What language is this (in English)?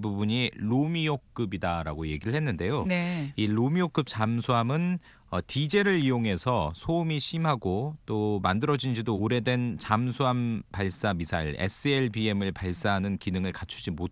Korean